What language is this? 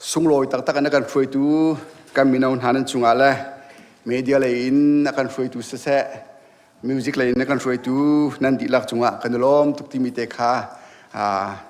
Hakha Chin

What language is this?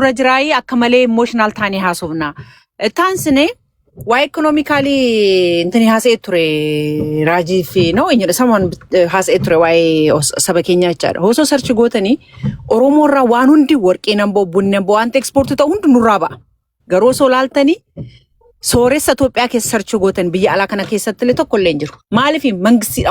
Oromo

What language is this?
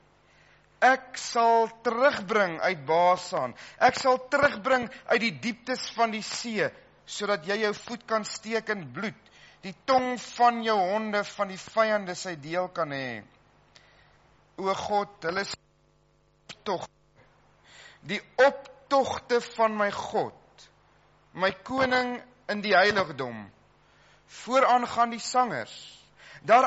Afrikaans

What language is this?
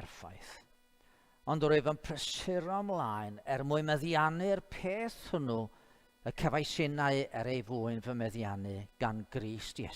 Welsh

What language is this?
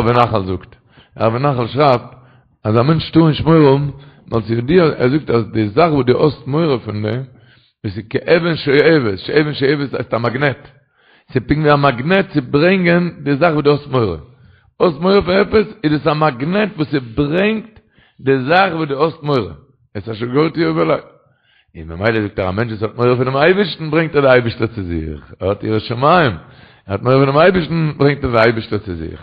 Yiddish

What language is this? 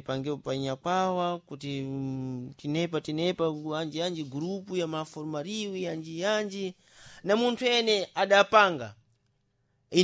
Sena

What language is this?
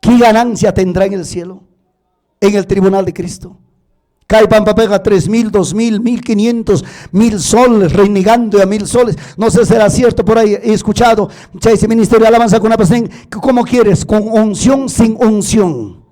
Ayacucho Quechua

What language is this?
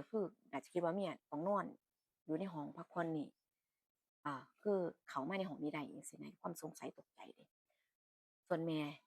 Northeastern Thai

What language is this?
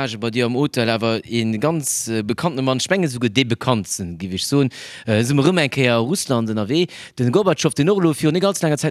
Luxembourgish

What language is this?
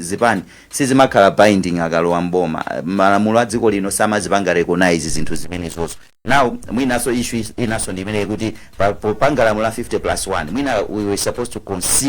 Nyanja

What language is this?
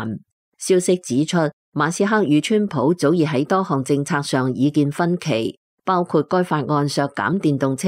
Cantonese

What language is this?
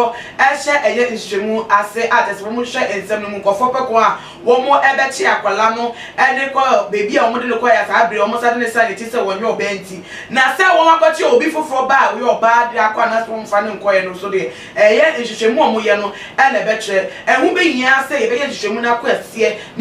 Akan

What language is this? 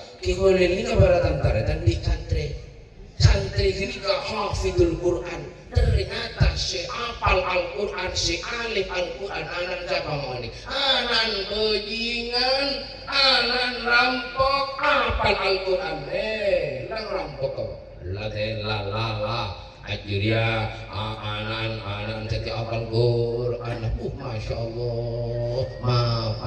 Madurese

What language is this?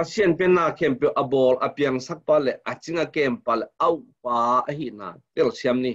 Tedim Chin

